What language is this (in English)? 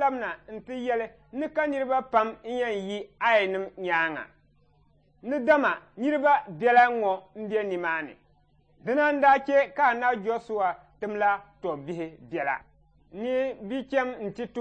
Dagbani